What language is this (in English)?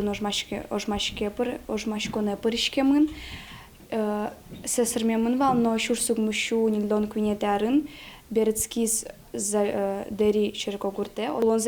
Udmurt